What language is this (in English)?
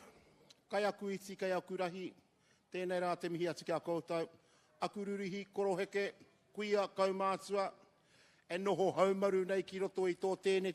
Māori